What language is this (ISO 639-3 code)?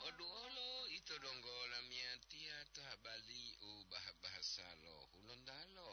gor